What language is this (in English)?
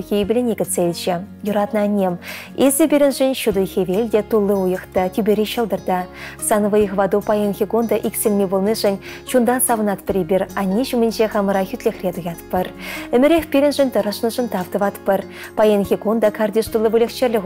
Chuvash